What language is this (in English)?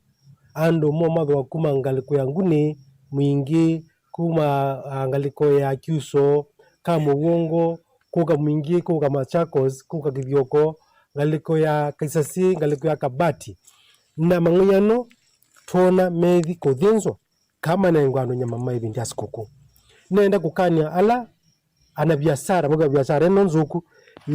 Kamba